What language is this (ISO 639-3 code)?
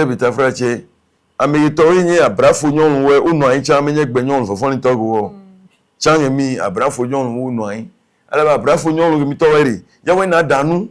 ewe